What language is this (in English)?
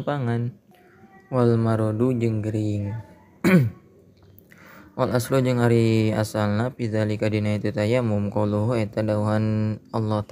Sundanese